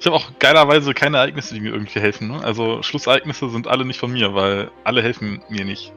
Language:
Swiss German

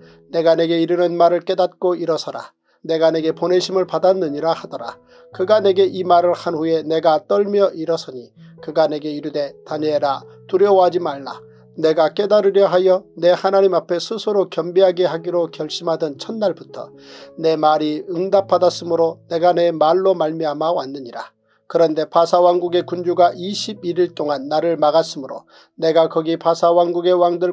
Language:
Korean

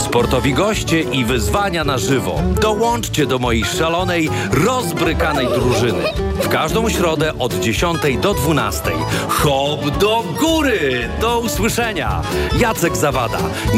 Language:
Polish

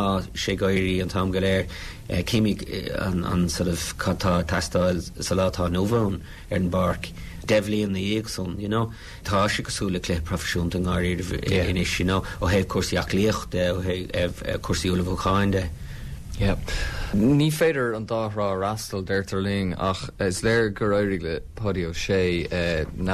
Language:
Irish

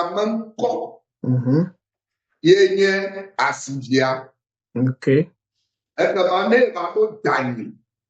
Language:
Ewe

